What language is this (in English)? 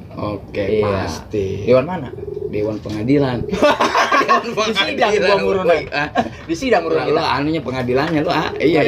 Betawi